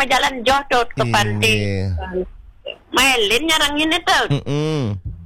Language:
Balinese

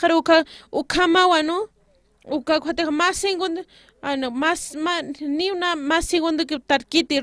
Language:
Aymara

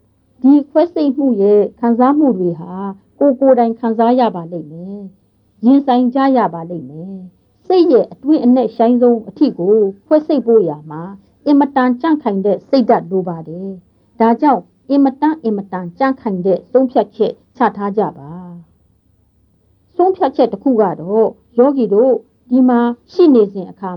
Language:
Burmese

